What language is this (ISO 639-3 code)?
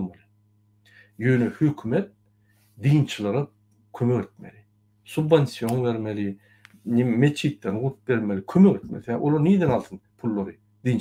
tuk